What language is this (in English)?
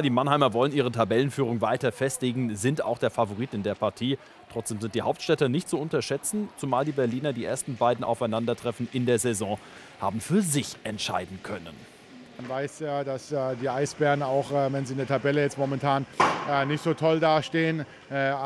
German